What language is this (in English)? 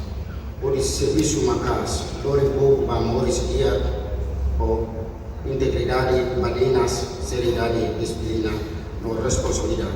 Tetum